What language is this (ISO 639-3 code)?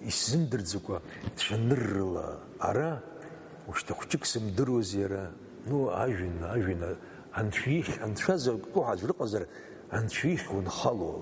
abk